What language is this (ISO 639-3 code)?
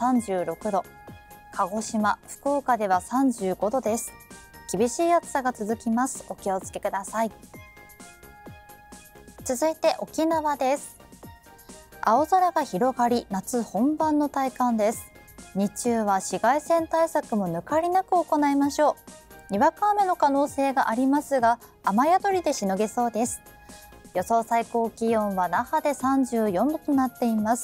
jpn